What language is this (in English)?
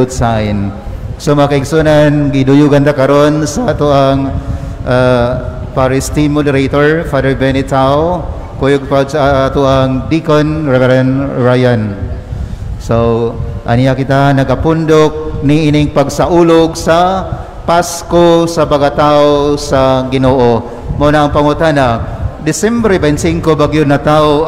Cebuano